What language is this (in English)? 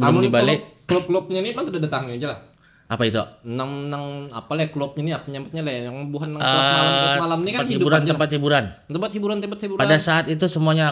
Banjar